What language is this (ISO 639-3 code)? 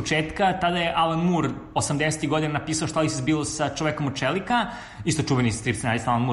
srp